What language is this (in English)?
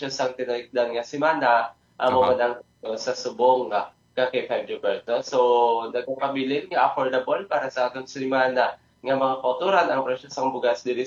Hiligaynon